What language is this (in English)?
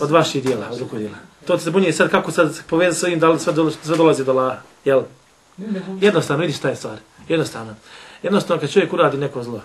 Bosnian